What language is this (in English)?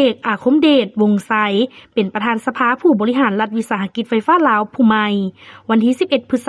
Lao